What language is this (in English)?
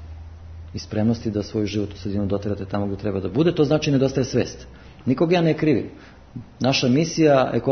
Serbian